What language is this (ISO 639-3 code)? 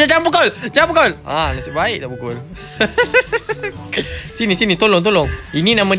msa